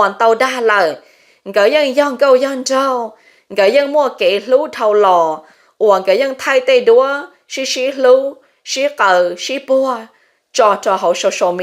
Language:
Hmong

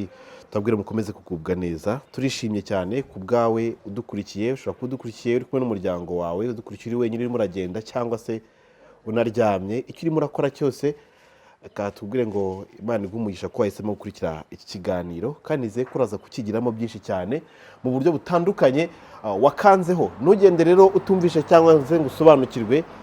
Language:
Kinyarwanda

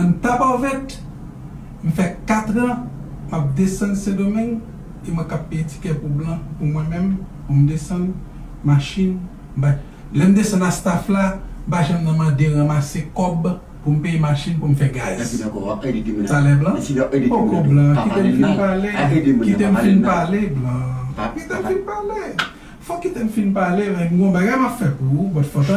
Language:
Haitian Creole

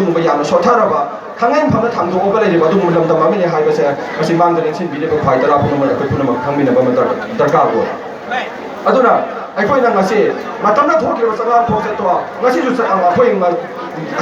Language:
Manipuri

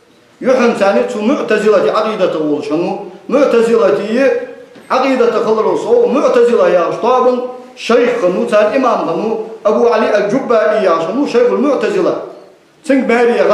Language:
Ingush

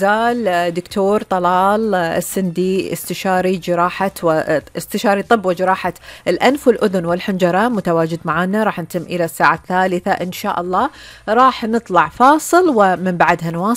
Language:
Gulf Arabic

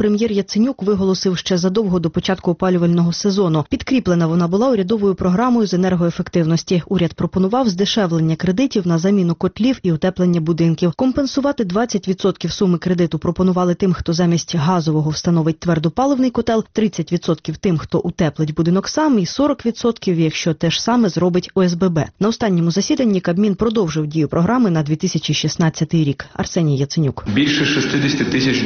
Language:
Ukrainian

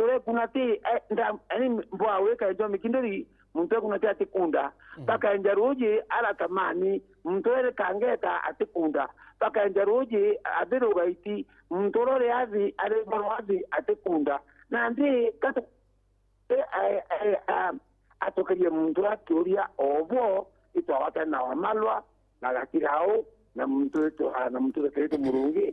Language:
Meru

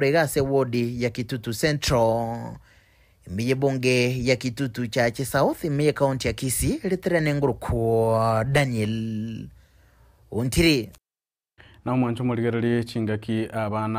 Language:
Gusii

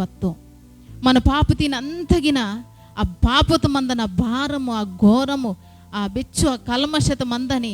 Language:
Koya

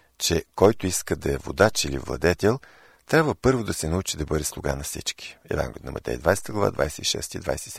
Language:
Bulgarian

